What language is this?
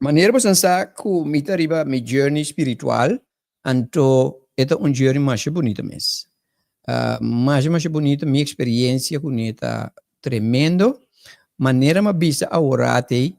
Papiamento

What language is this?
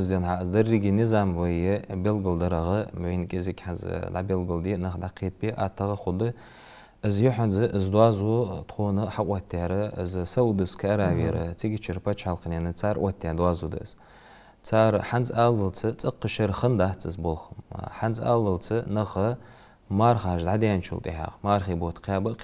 Ingush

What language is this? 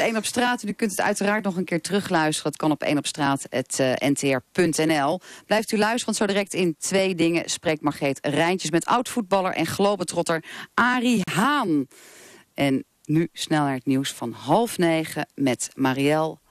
Dutch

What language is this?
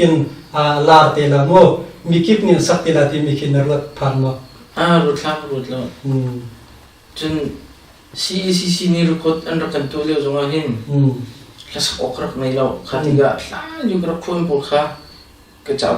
Hakha Chin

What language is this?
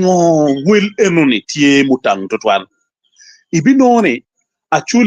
Acoli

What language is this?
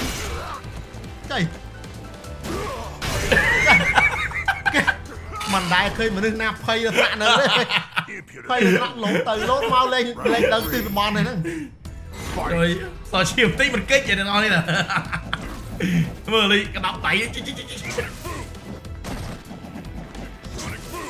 Vietnamese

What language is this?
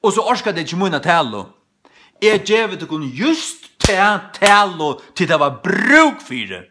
Faroese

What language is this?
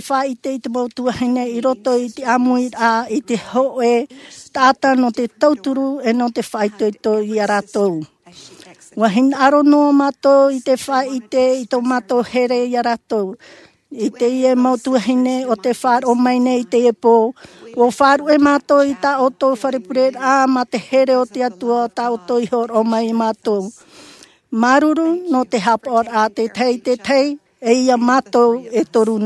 Tahitian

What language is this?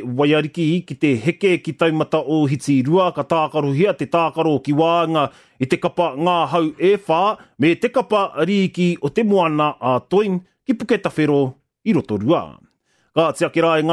Māori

